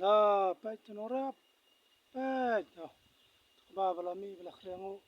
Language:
Khasi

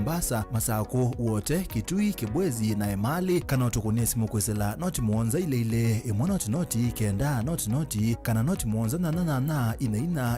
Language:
Kamba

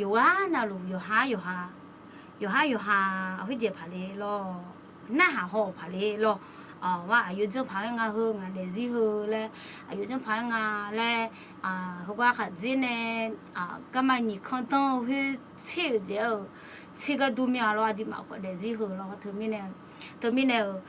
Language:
Akha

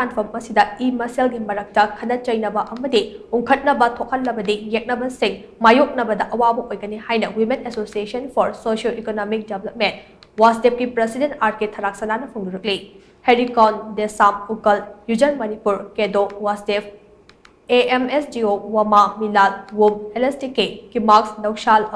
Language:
Manipuri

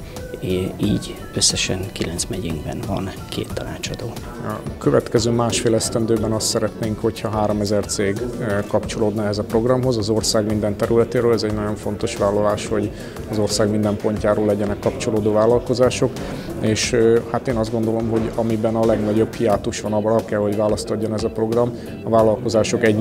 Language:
Hungarian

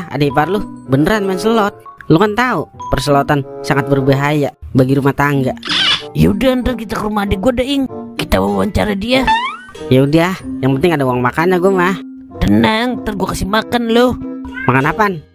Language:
Betawi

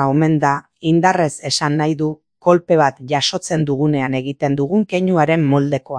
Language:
Basque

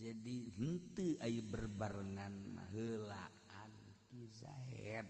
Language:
Sundanese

